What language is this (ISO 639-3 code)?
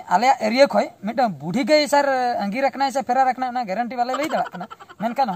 sat